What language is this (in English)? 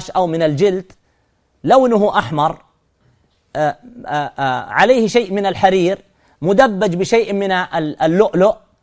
Arabic